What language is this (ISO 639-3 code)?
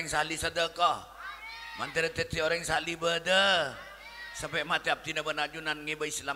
mad